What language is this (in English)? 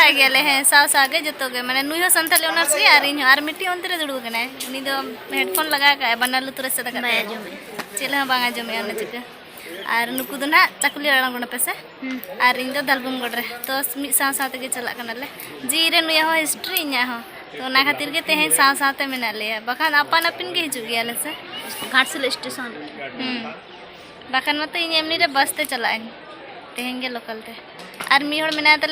Santali